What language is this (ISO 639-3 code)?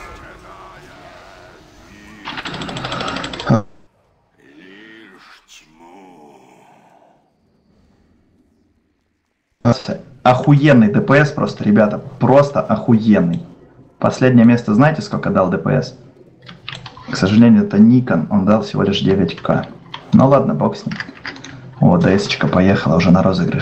rus